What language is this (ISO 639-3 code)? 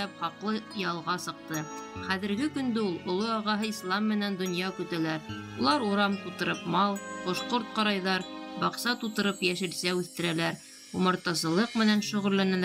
bak